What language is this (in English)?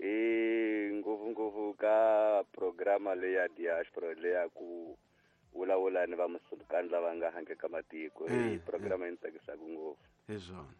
Tsonga